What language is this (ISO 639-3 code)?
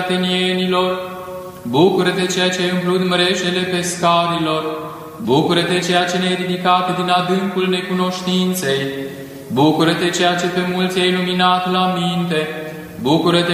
ron